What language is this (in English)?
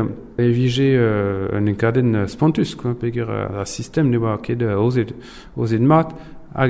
Breton